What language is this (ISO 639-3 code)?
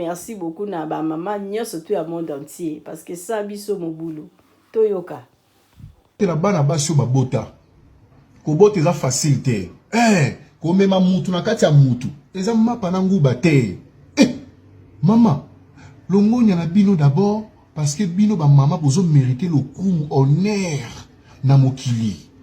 lin